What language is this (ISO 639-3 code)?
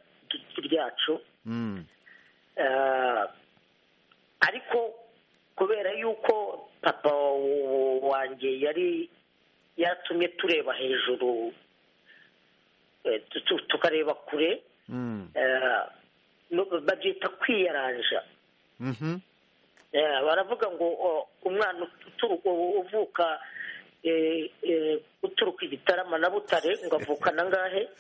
kin